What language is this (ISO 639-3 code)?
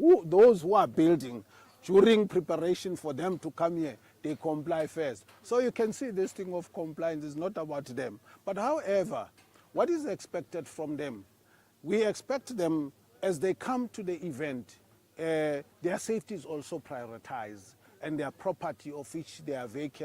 ven